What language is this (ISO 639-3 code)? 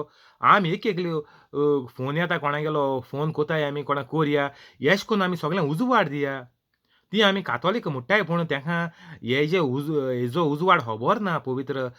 kok